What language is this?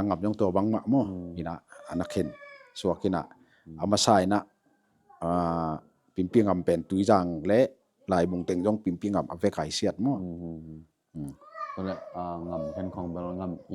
Tedim Chin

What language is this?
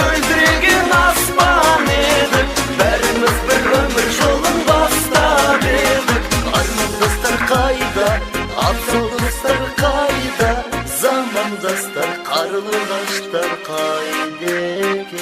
Kara-Kalpak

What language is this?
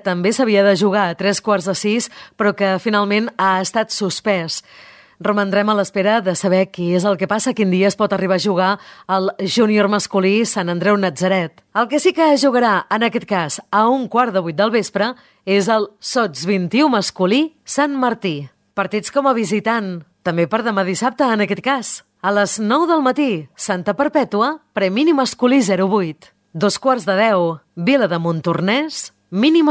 Catalan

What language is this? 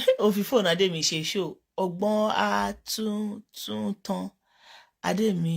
Yoruba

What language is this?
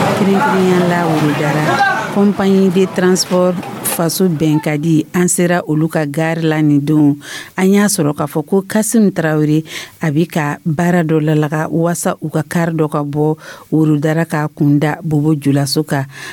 Dyula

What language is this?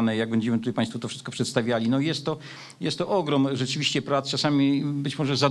Polish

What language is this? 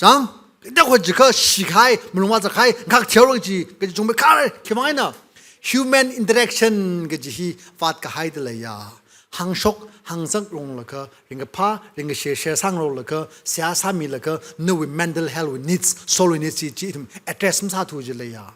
Tangkhul Naga (India)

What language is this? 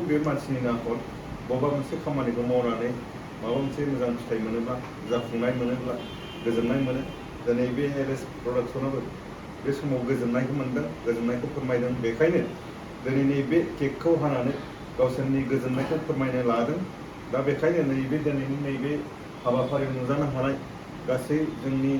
Bodo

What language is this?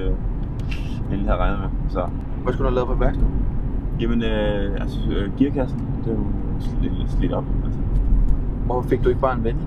Danish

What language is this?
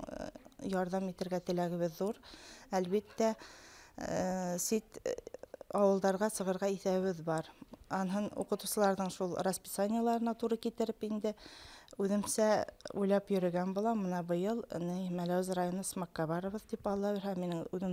Bashkir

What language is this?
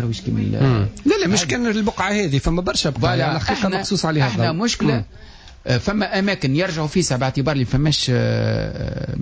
Tunisian Arabic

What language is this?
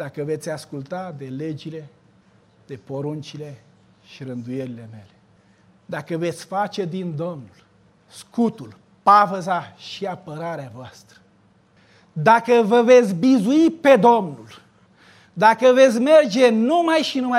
Romanian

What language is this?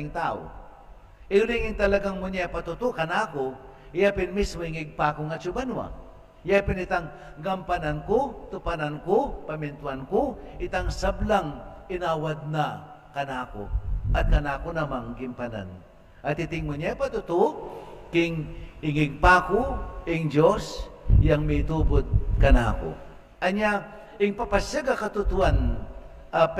Pampanga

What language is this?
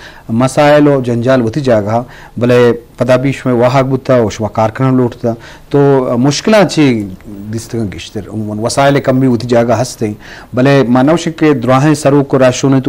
Eastern Balochi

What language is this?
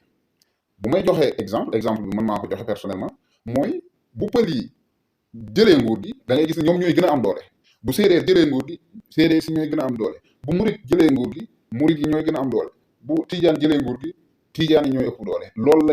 Wolof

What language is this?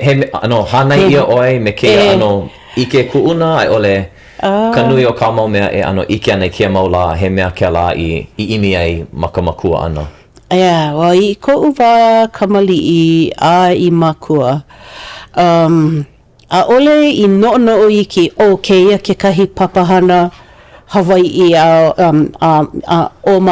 Hawaiian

